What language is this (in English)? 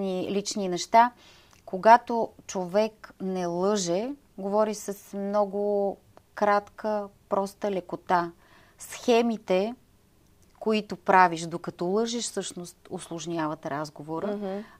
Bulgarian